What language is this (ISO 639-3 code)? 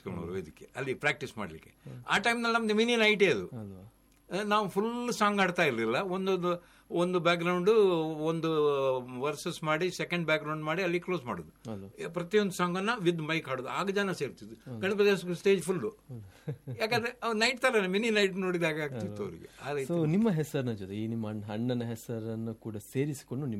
kan